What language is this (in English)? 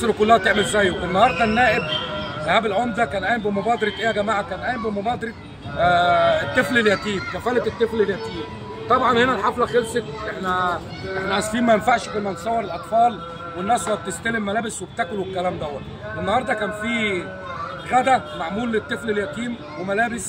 Egyptian Arabic